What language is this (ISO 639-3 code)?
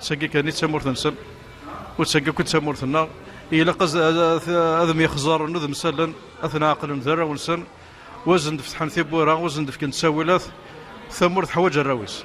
kab